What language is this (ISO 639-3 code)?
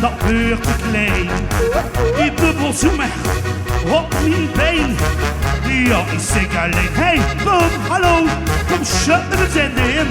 lim